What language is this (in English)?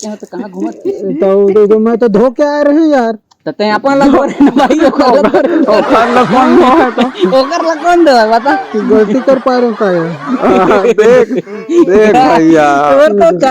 Chhattisgarhi